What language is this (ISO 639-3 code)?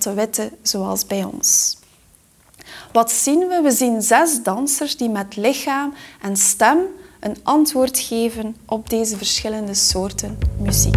nld